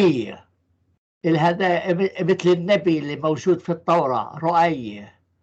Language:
North Levantine Arabic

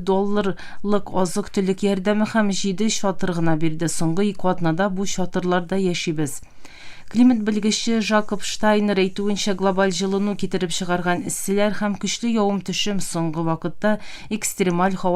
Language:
Tatar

